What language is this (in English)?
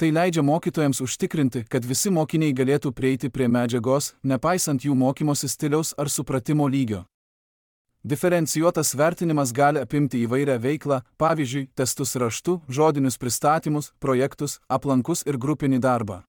Lithuanian